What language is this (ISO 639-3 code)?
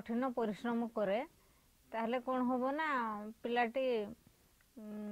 ori